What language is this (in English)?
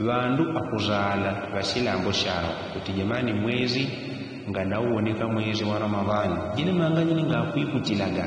Yao